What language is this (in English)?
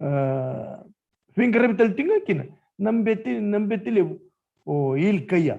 Fijian